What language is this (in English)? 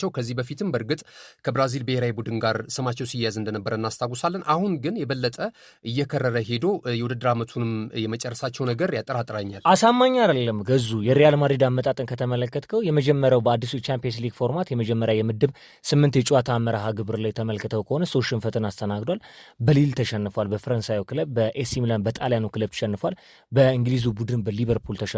Amharic